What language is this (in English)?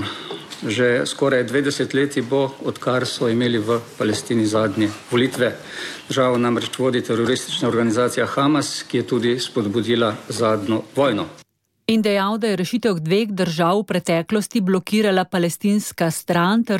Slovenian